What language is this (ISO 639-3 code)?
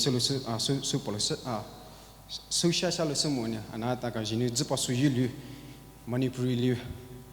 pmx